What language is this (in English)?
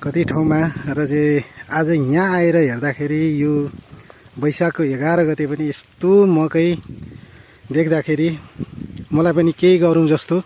Nepali